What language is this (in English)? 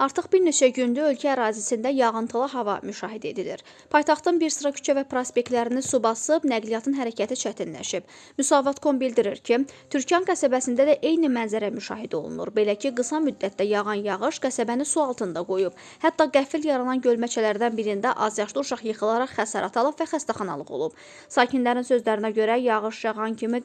Azerbaijani